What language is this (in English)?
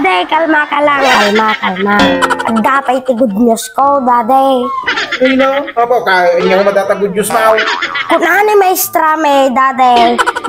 Iloko